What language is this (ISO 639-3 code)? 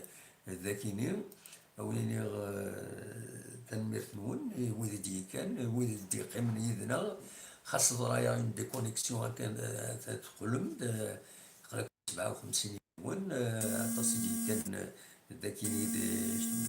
kab